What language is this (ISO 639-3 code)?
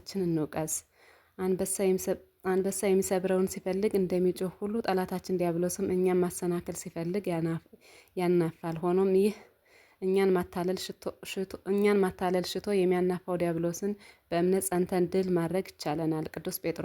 amh